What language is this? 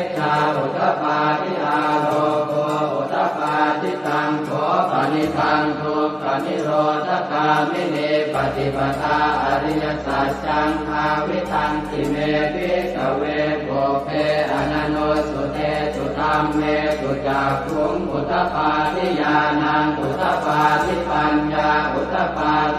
Pali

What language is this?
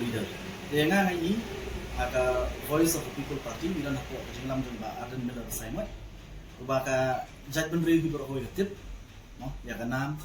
Khasi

